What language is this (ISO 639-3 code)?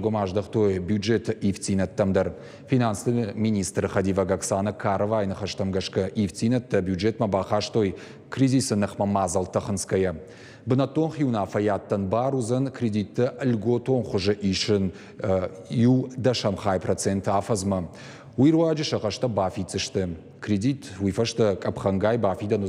oss